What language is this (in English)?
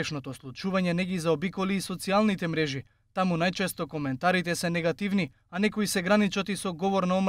Macedonian